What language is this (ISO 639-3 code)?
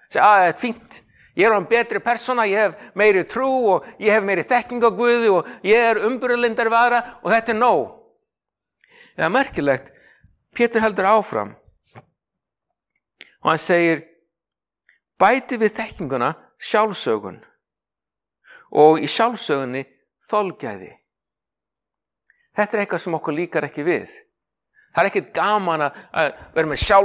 isl